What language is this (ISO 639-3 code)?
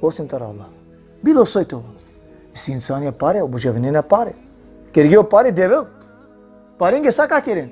rmn